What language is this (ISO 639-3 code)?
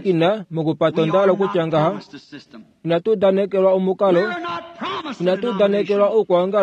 kua